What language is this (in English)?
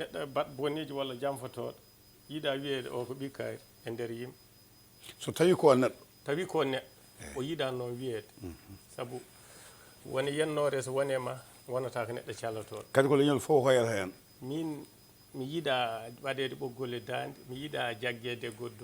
Fula